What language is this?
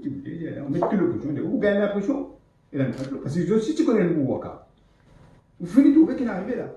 Morisyen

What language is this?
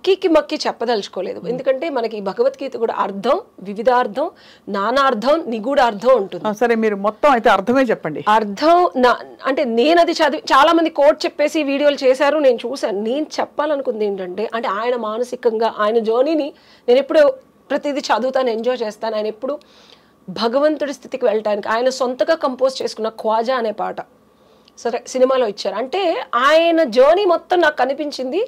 Telugu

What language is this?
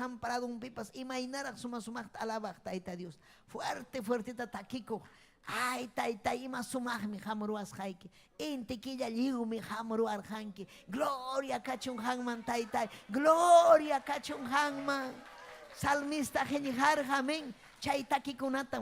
Ayacucho Quechua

